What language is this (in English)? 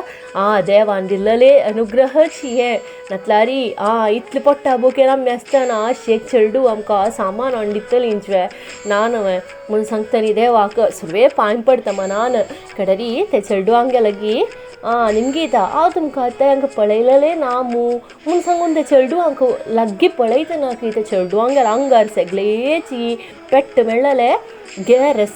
Konkani